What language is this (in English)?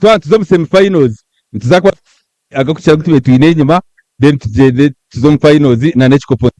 Nyankole